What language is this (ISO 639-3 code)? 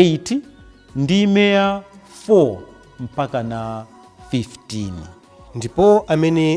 nya